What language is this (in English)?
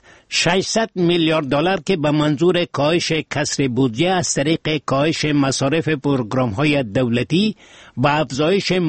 Persian